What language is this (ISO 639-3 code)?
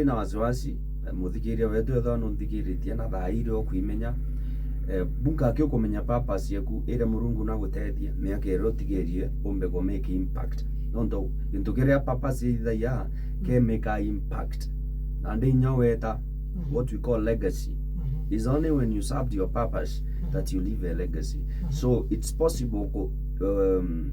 mer